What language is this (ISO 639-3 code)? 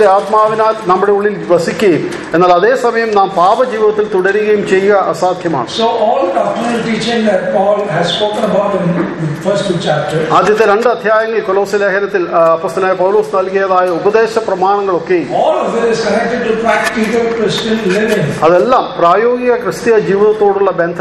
mal